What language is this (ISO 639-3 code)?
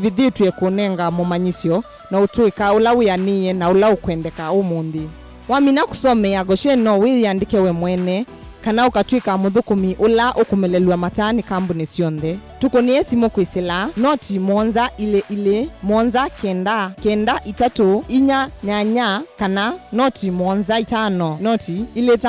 kam